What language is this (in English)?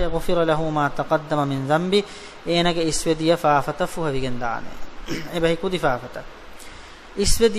Divehi